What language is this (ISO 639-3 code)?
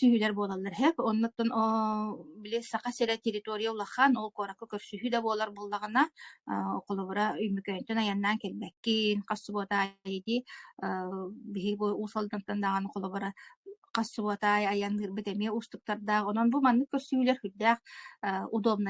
sah